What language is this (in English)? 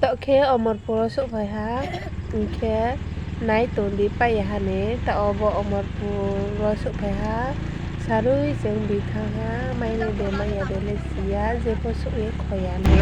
Riang (India)